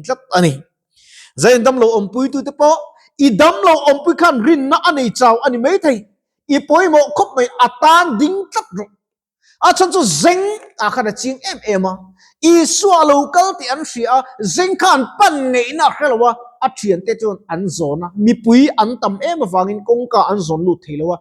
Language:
Mizo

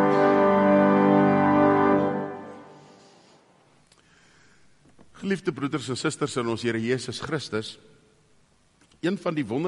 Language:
Afrikaans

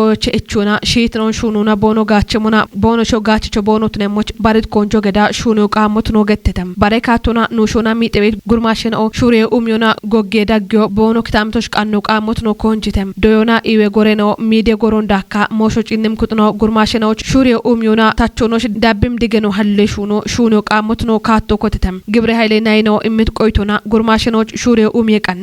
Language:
Kafa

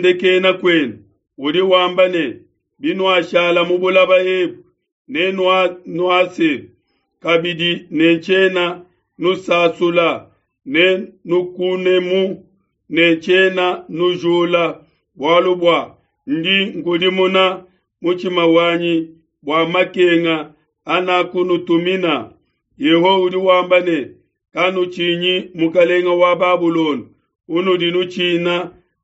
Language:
Luba-Lulua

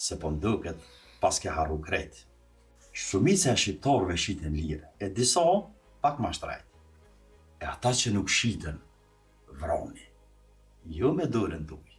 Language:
Albanian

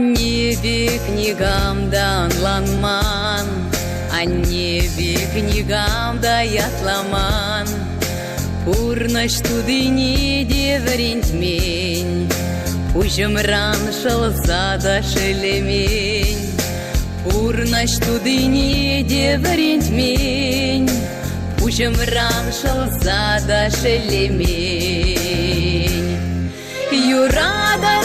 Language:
Chuvash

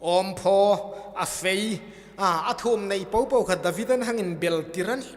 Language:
Hmar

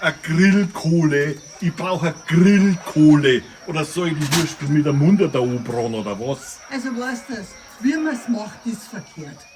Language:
Bavarian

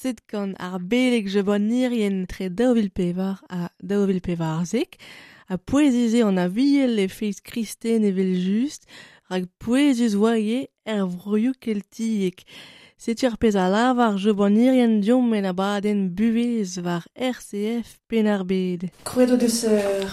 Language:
Breton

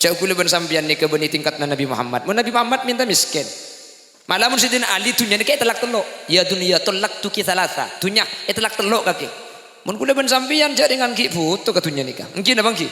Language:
Madurese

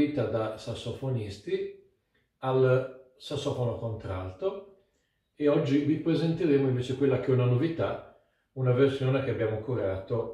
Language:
Italian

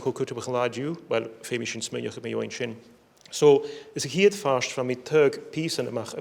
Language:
Scottish Gaelic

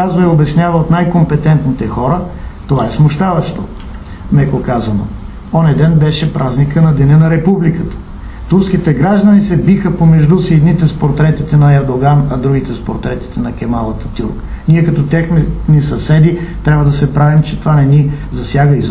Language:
Bulgarian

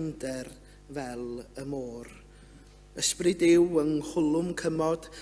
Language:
Welsh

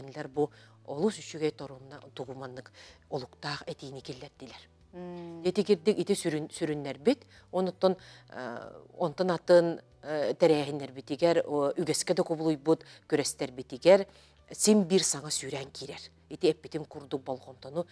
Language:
Yakut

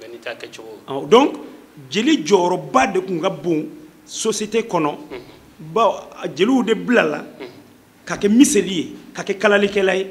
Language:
Bambara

